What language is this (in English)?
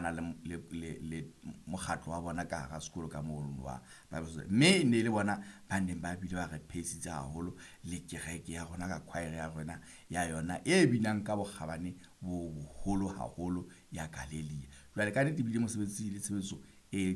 Southern Sotho